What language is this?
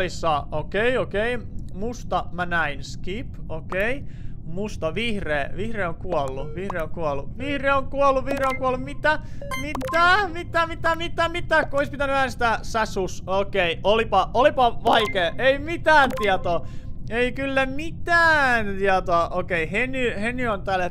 Finnish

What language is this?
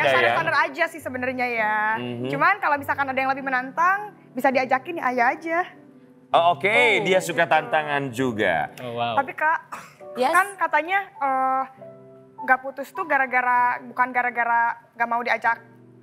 Indonesian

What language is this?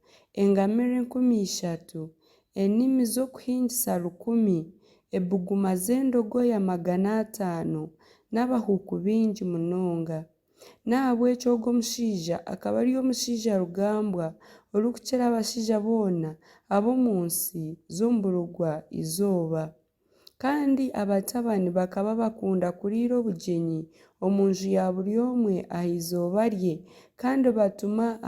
Nyankole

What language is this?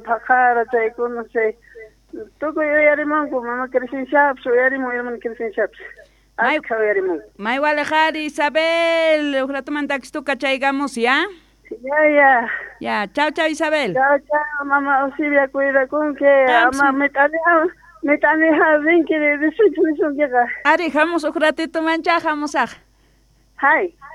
South Bolivian Quechua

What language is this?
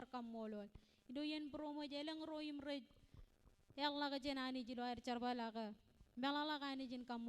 Marshallese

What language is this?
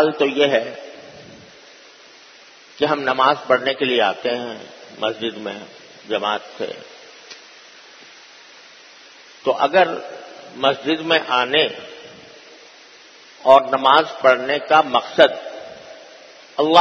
Urdu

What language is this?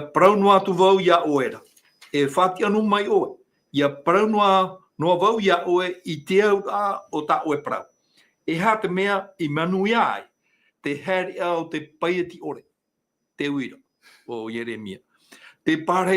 Tahitian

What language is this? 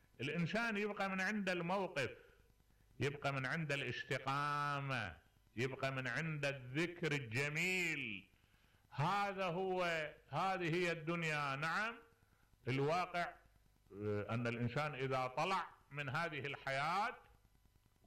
Mesopotamian Arabic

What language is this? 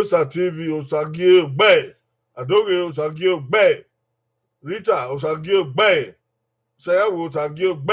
Bini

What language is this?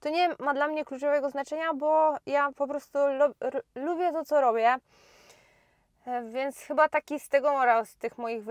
Polish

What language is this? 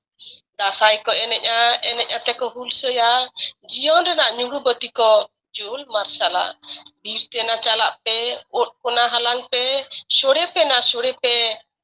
Santali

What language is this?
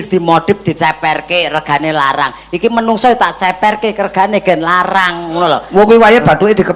Javanese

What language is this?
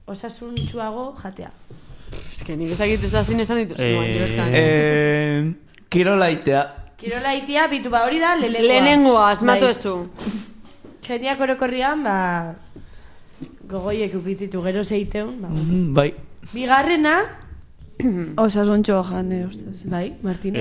Basque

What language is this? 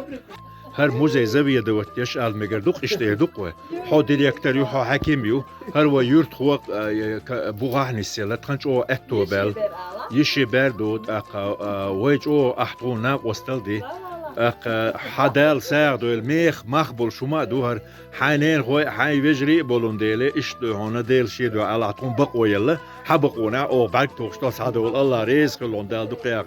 Chechen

